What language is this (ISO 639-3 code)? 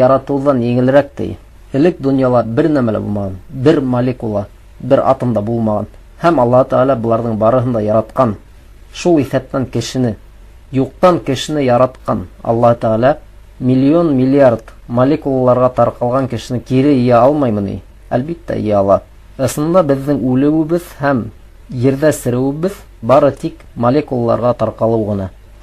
bak